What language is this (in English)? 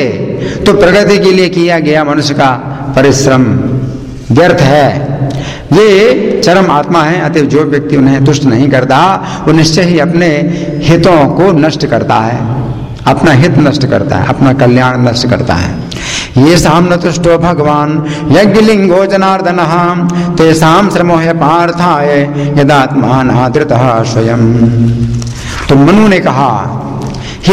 Hindi